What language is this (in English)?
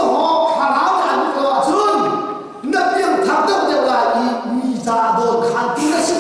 Hakha Chin